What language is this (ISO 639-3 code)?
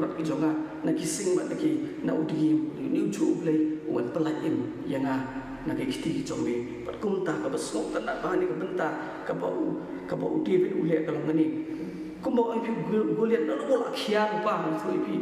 kha